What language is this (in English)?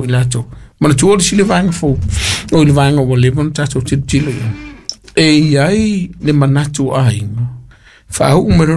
Samoan